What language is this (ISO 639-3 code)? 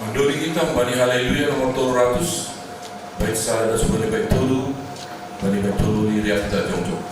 bts